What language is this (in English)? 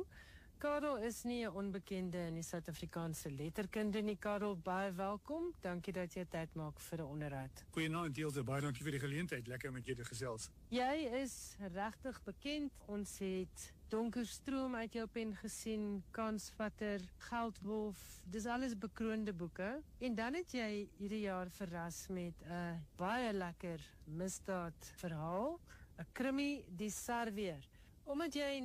Afrikaans